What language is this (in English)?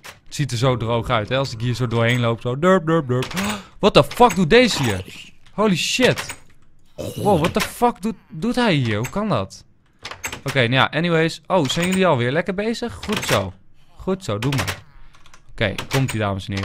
Dutch